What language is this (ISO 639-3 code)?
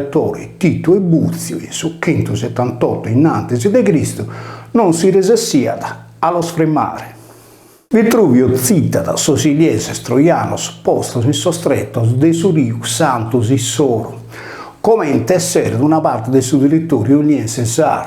srd